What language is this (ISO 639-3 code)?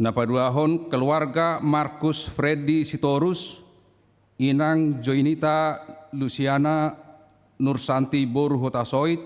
bbc